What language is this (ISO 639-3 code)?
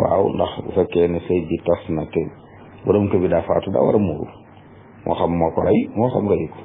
wol